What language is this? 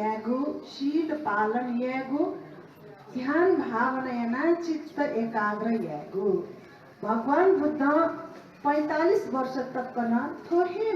Newari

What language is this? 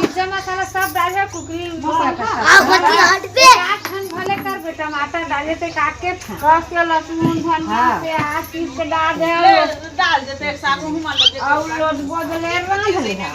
Chhattisgarhi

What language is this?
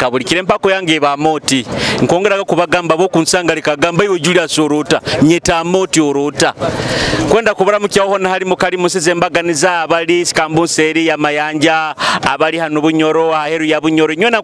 Nyoro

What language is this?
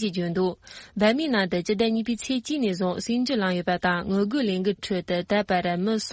Tibetan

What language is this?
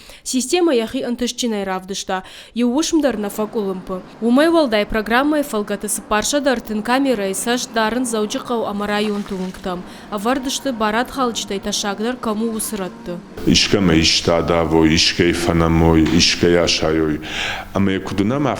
Ossetic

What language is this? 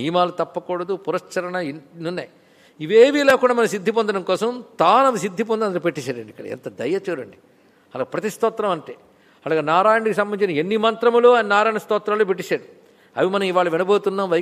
Telugu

